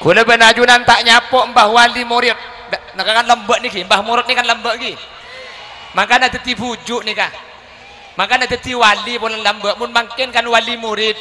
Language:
Madurese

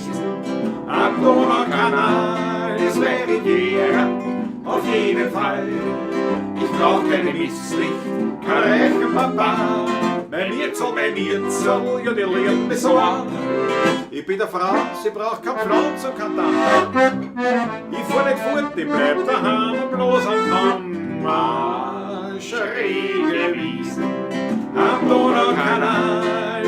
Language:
Bavarian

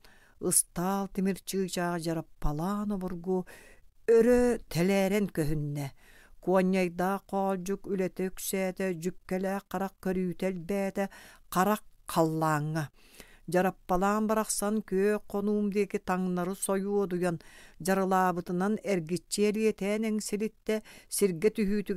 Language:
Yakut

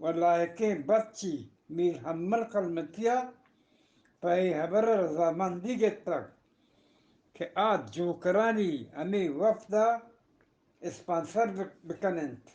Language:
Eastern Balochi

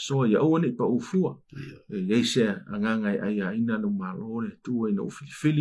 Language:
Samoan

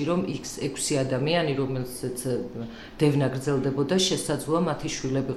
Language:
Georgian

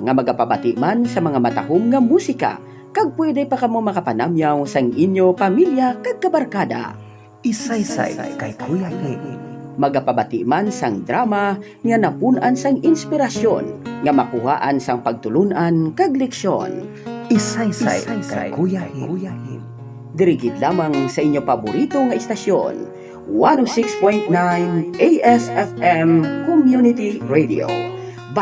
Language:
Hiligaynon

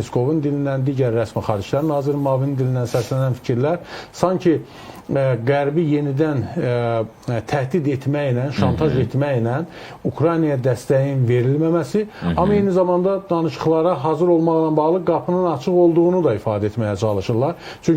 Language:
Azerbaijani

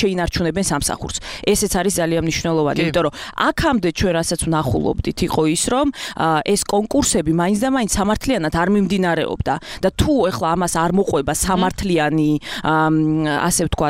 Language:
Georgian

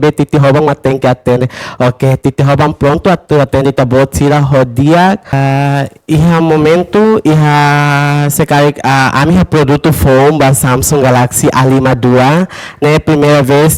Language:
Tetum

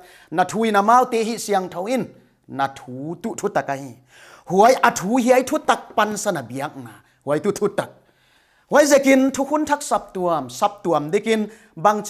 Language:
Paite Chin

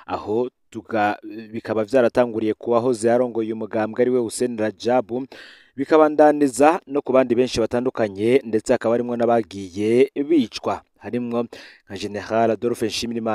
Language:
Rundi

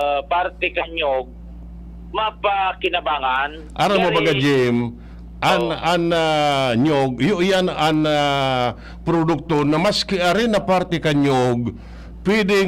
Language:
Bikol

